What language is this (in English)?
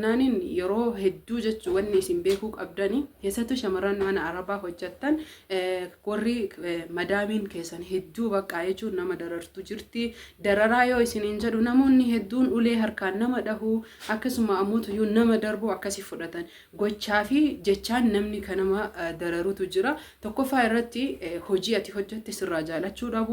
Oromo